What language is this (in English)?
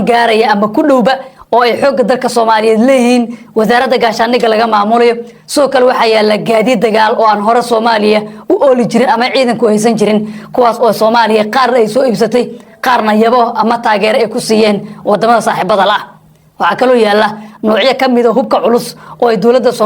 Somali